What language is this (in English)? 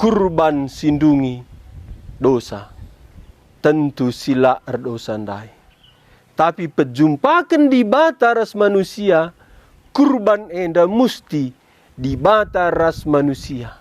Batak Karo